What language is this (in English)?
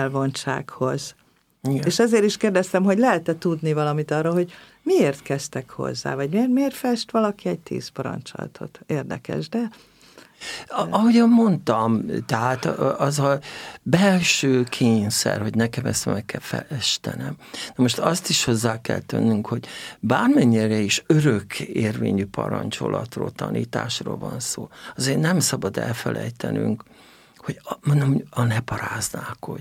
Hungarian